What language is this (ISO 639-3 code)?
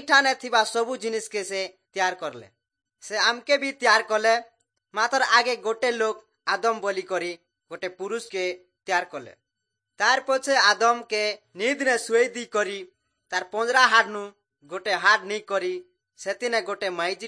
ori